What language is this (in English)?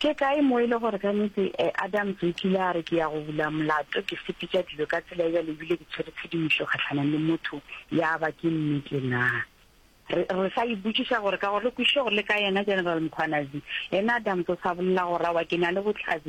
Northern Sotho